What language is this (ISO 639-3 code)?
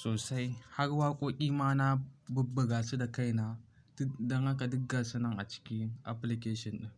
hau